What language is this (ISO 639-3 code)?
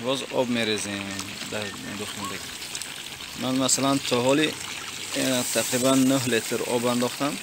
tgk